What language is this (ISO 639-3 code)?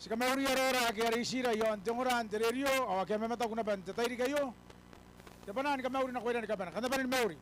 gil